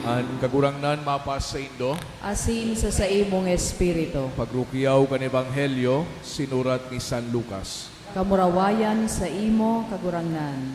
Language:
Bikol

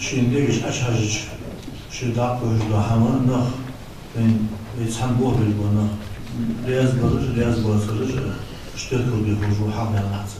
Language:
Ingush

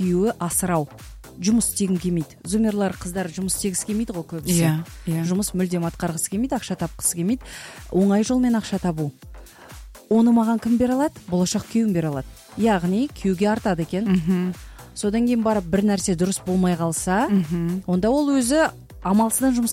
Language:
Kazakh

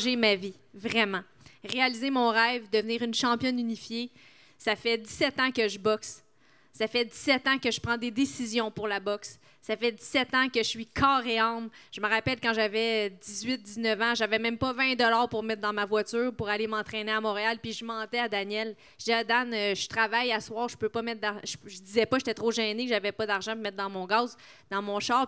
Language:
French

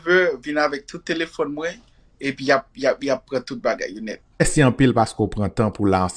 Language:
Haitian Creole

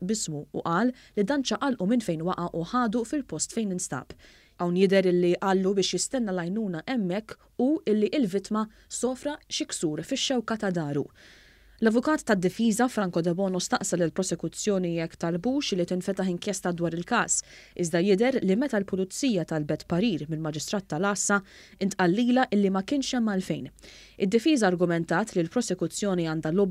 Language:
Maltese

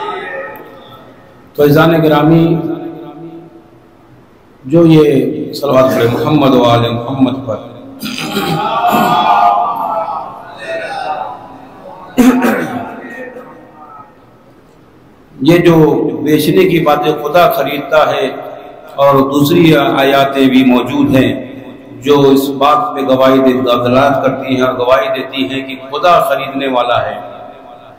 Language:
Urdu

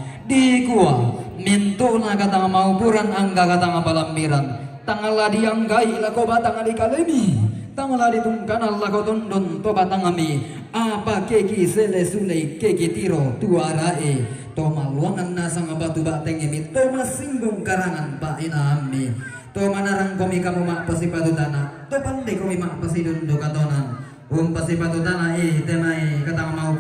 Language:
Toraja-Sa'dan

